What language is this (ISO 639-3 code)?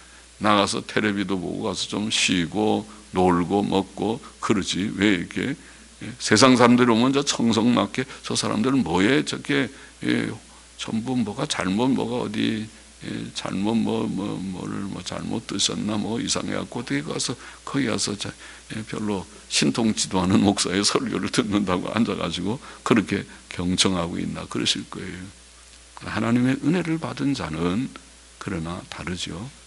kor